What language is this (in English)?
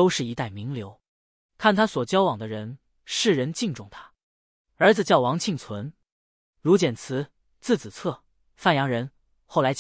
Chinese